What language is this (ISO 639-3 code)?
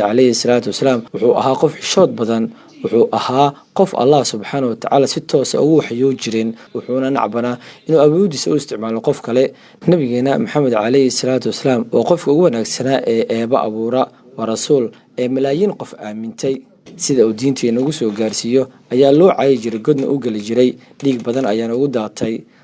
som